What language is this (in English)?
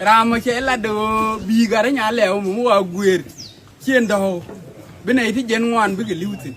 Nuer